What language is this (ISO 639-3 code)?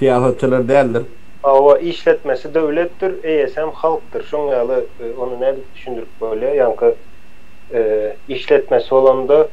tuk